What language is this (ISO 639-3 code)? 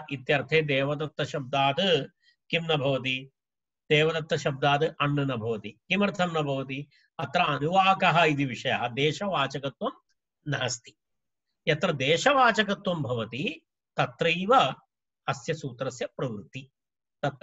san